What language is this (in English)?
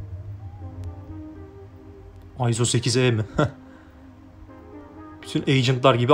Turkish